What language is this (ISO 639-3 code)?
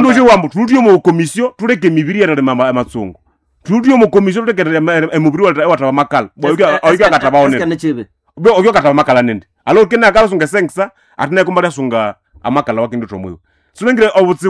nnb